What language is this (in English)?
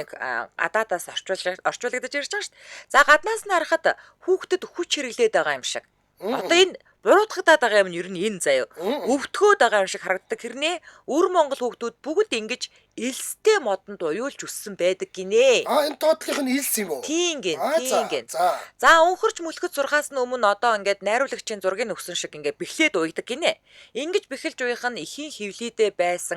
Mongolian